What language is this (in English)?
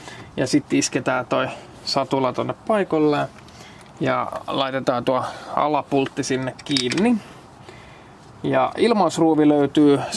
Finnish